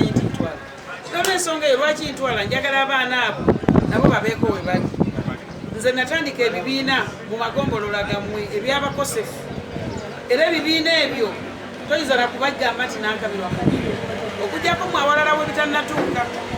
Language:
Ganda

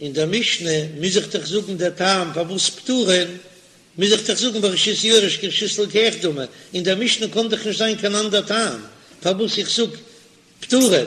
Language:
Yiddish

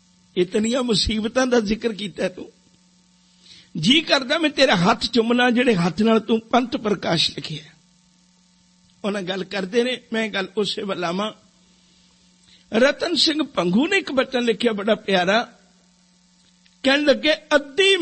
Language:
Punjabi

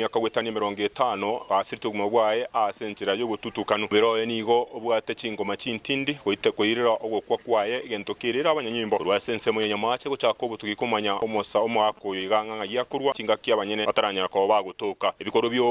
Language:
Gusii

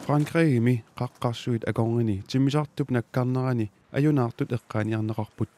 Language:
Kalaallisut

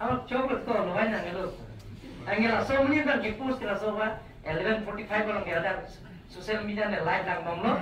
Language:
Karbi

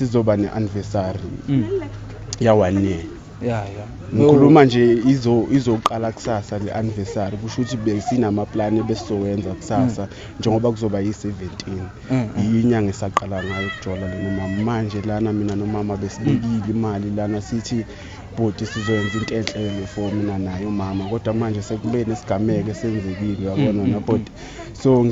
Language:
Zulu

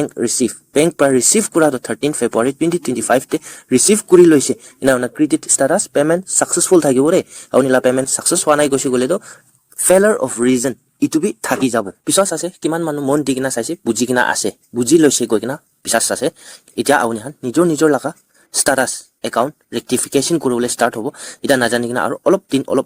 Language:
Naga Pidgin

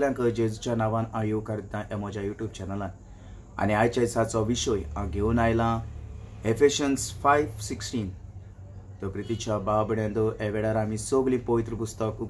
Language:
Konkani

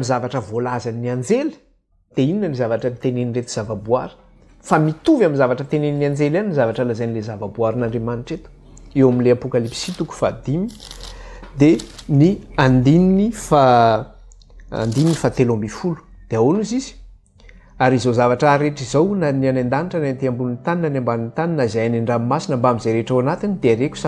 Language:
Malagasy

